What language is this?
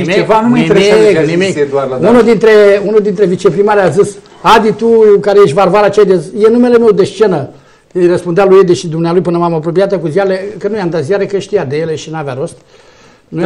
Romanian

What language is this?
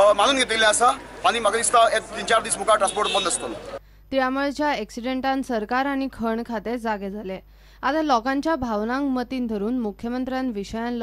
Konkani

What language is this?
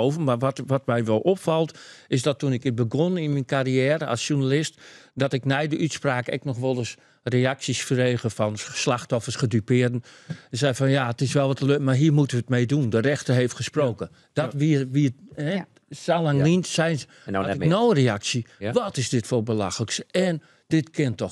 Western Frisian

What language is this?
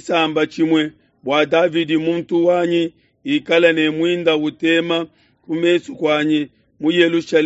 Luba-Lulua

